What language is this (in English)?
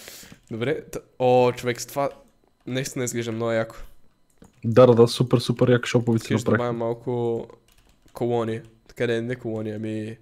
Bulgarian